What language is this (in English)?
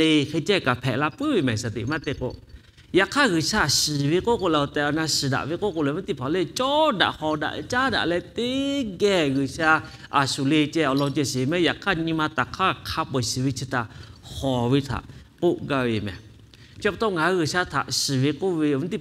Lahu